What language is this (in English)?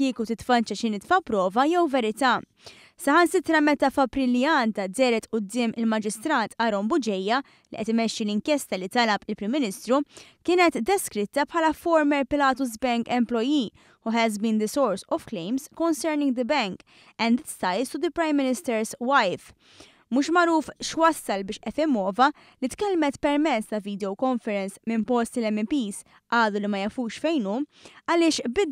Maltese